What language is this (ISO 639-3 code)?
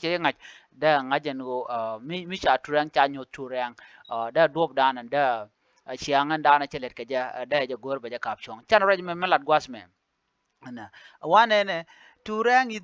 nus